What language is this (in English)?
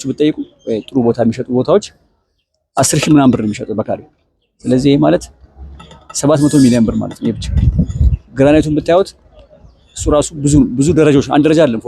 Amharic